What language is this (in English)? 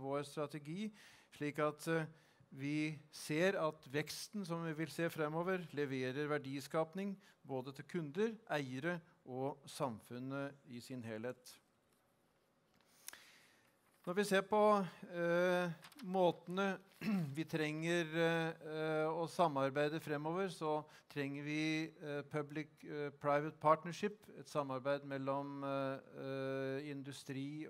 Norwegian